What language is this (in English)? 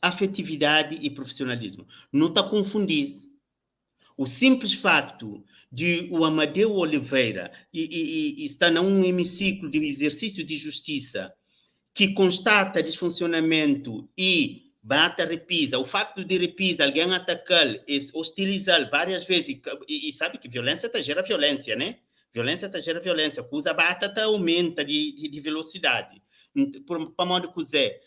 Kabuverdianu